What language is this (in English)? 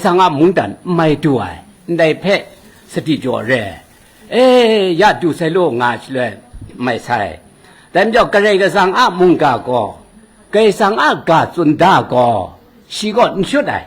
Kachin